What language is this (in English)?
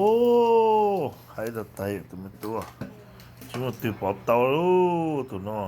Hmong